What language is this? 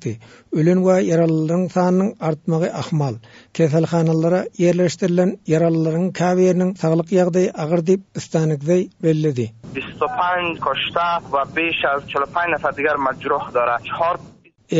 Turkmen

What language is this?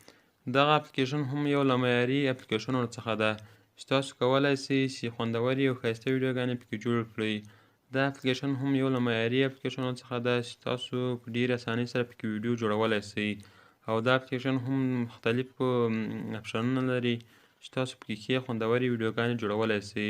Pashto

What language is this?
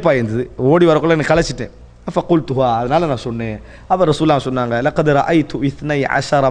Tamil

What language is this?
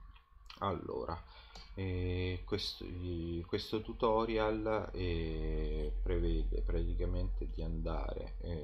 Italian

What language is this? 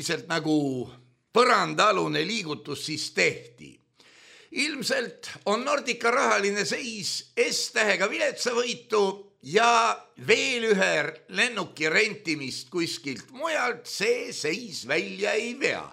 Estonian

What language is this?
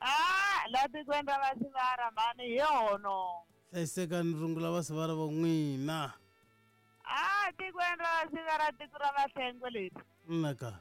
Tsonga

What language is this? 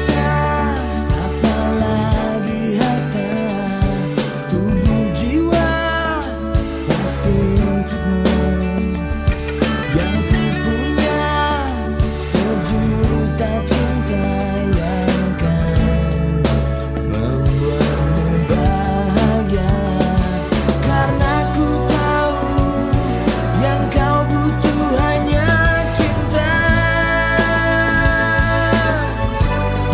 Indonesian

